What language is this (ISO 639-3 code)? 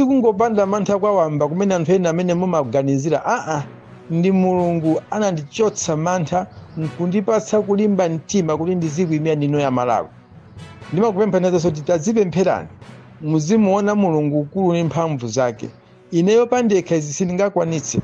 nya